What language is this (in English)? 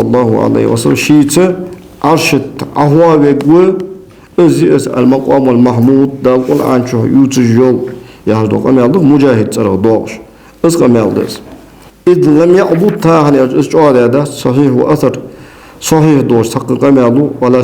Ingush